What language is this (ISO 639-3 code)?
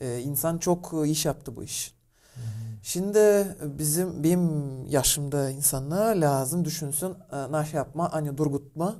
gag